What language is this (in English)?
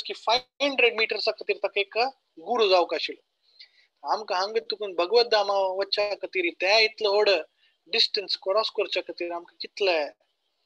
Konkani